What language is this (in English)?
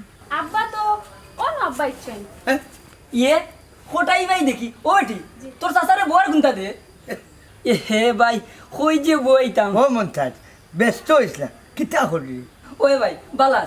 Sylheti